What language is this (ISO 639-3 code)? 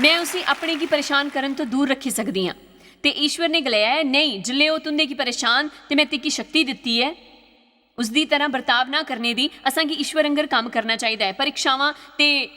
doi